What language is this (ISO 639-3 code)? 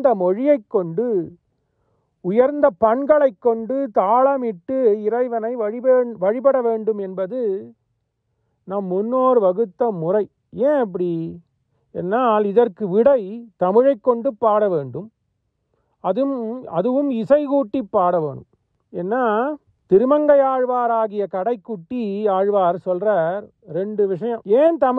tam